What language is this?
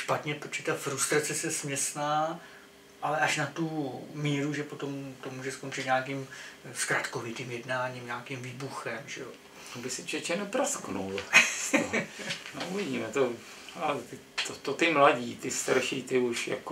Czech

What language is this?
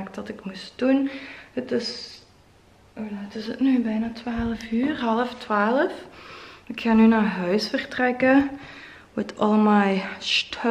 Dutch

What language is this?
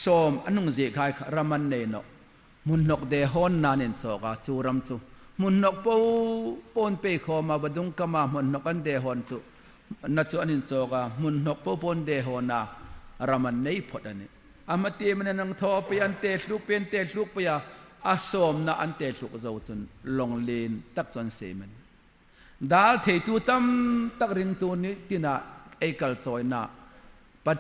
Hmar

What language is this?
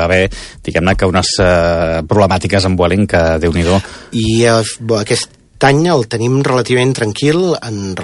Catalan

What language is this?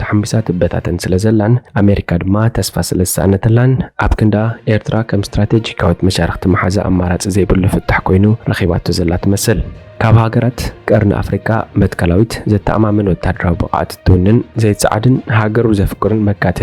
Tigrinya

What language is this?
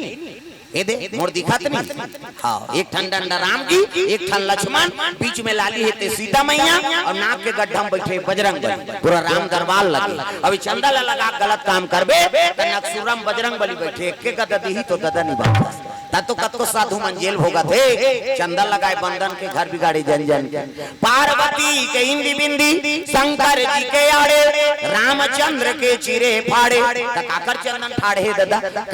Chhattisgarhi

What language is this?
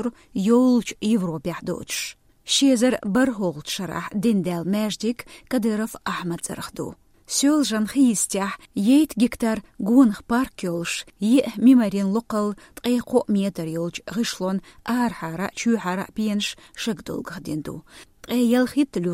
Chechen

